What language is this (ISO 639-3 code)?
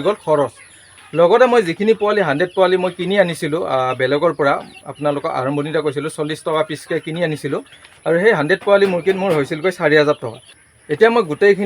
asm